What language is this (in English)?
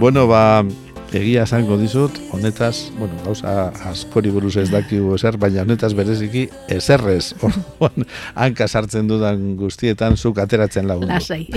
Basque